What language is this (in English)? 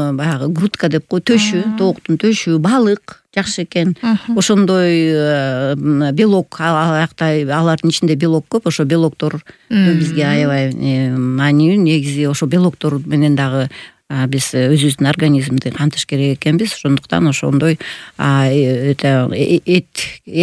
Kyrgyz